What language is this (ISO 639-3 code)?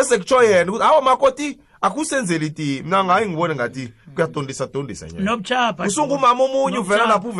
nbl